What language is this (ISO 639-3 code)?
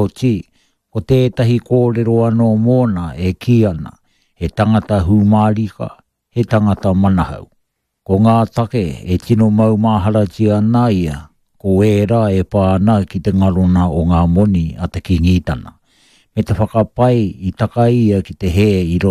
mri